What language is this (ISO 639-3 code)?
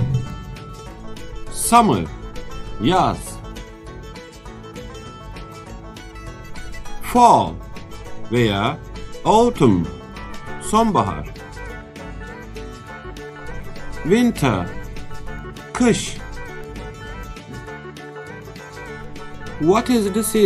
tur